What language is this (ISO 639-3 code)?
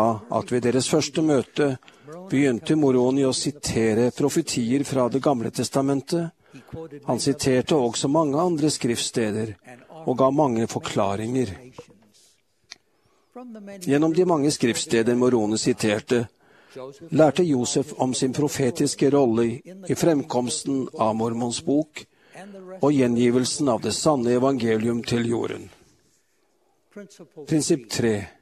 nor